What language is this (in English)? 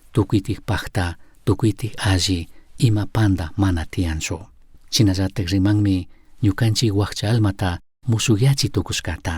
Chimborazo Highland Quichua